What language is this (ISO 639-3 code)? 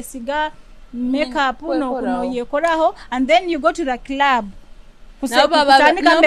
nyo